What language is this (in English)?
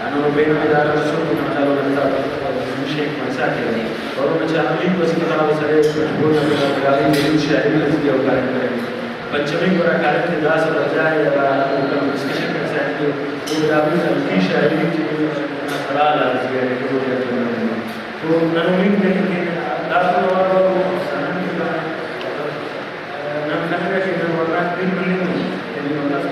Brahui